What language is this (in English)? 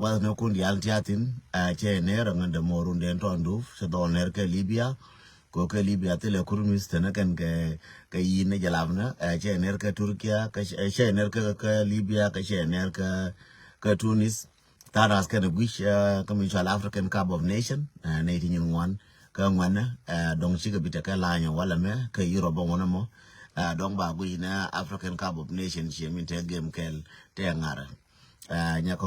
Nuer